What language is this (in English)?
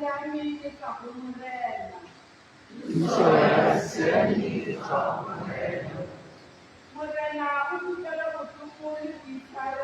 Tswana